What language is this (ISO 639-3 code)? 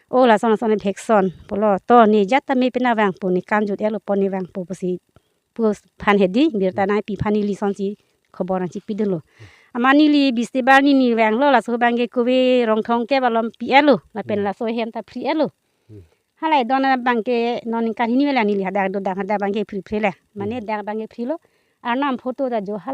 mjw